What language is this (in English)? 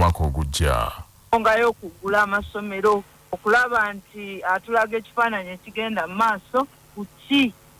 Ganda